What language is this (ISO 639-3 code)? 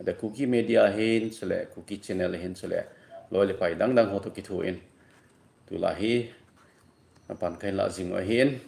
tcz